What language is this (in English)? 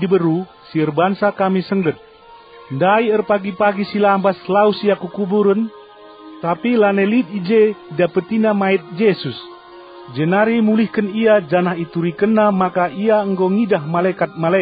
Batak Karo